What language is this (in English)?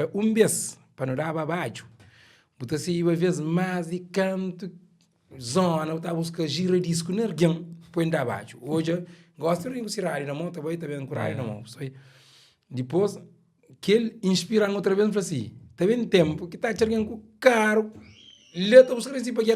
Kabuverdianu